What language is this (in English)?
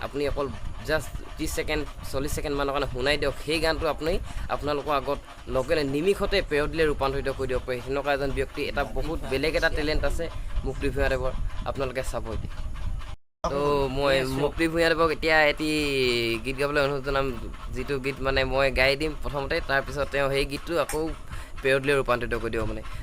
Assamese